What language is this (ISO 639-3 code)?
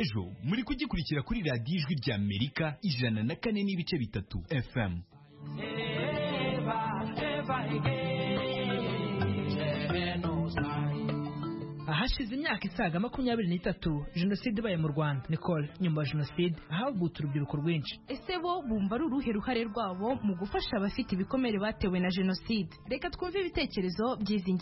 kin